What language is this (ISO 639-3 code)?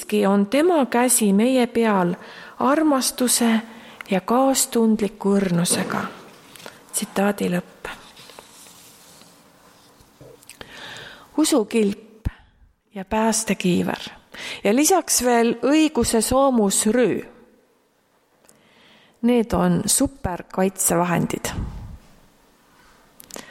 est